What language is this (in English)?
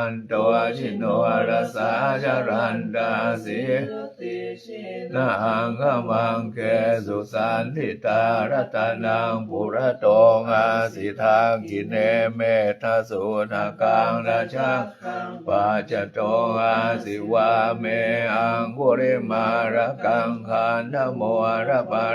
Pali